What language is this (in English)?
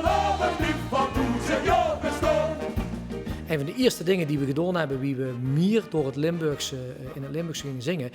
Limburgish